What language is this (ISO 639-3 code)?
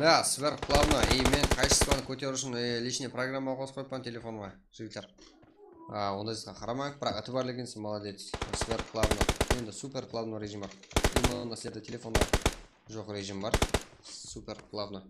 kaa